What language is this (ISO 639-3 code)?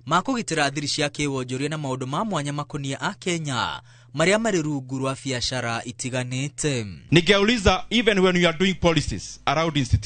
kik